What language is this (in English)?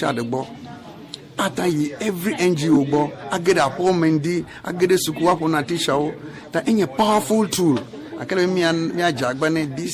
Ewe